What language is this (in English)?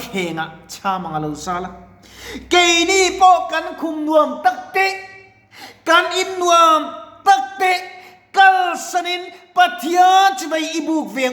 Mizo